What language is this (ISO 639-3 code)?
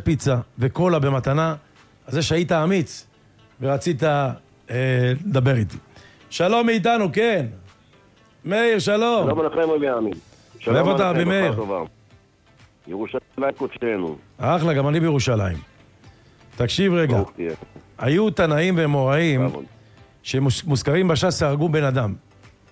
heb